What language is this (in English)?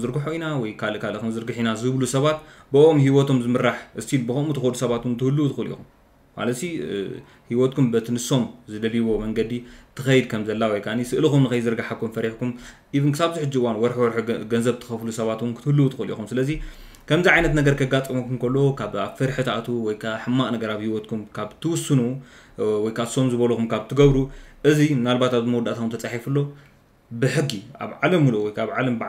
Tigrinya